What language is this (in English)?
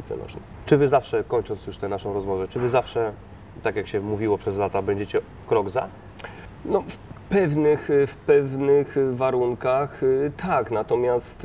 Polish